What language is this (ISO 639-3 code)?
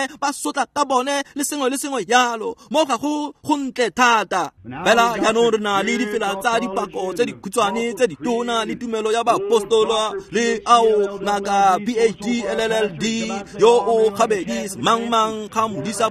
tsn